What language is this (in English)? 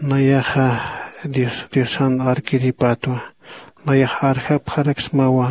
Aymara